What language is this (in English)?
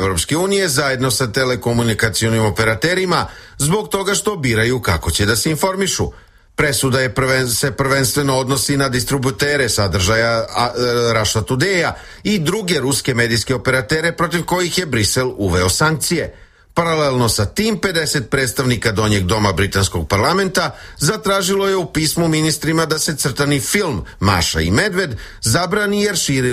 Serbian